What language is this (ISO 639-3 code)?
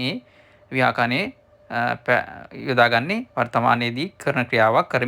sin